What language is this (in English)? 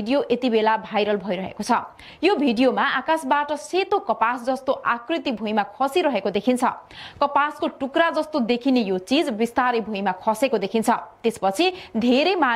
Nepali